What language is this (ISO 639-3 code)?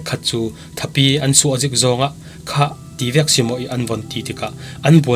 cfm